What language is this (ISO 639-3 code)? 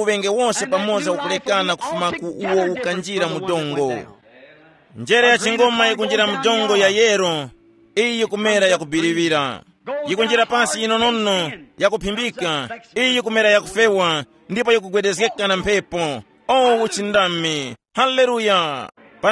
tum